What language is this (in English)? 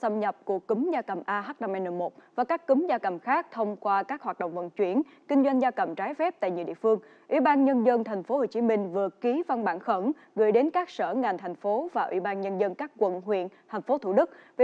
Vietnamese